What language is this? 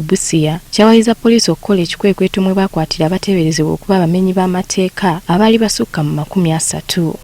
Ganda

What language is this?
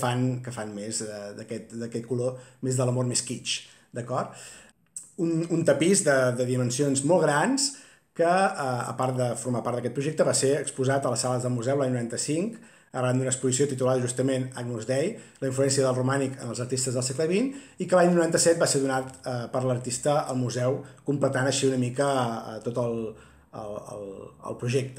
Catalan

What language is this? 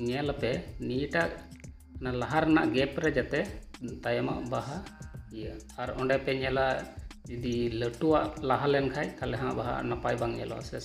Santali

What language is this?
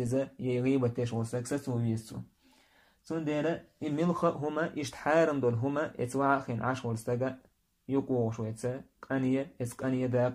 Chechen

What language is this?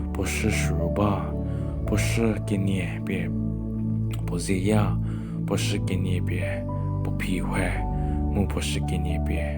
Angami Naga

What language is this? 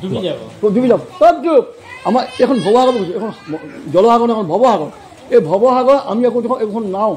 Assamese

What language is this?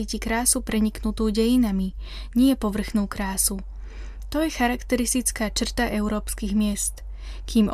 Slovak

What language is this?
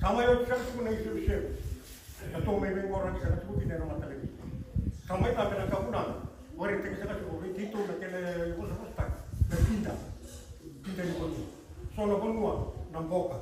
Fijian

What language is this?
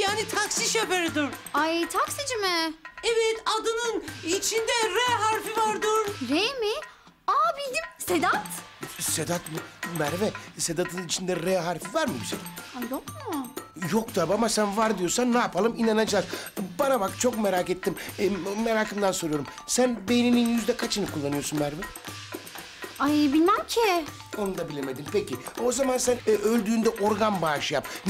Turkish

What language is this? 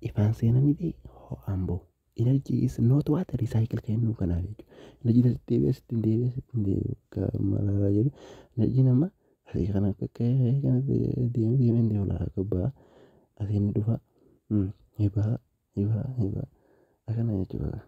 Oromo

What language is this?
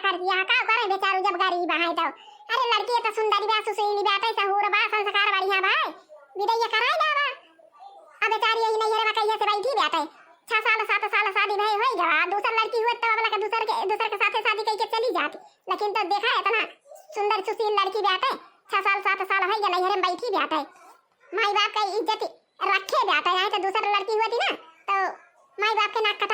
Awadhi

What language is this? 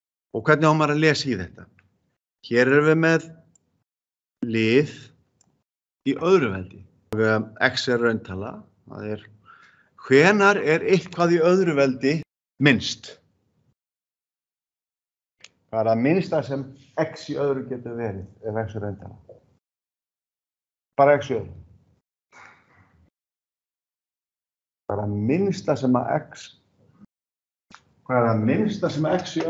Icelandic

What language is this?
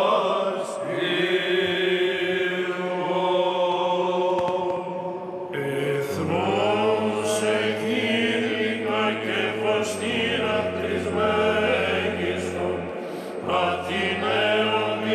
Greek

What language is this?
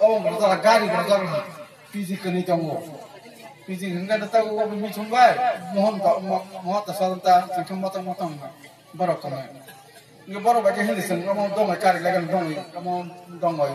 Kok Borok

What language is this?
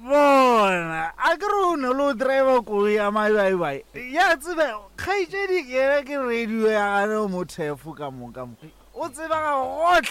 Northern Sotho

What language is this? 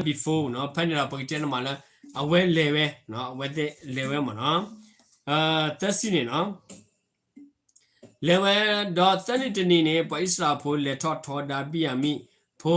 S'gaw Karen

